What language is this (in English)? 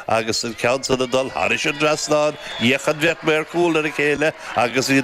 Irish